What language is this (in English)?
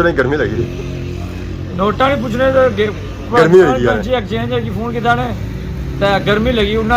Pahari-Potwari